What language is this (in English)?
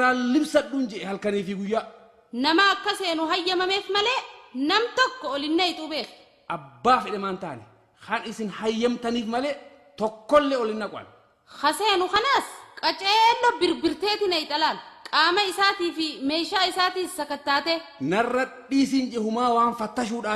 Oromo